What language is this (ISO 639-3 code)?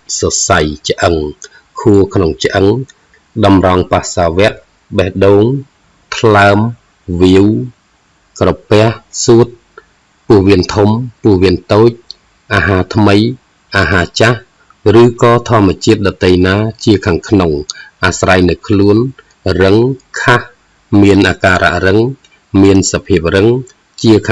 khm